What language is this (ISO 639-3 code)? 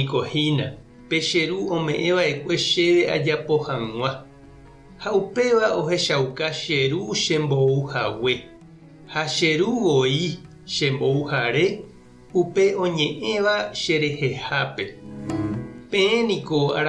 grn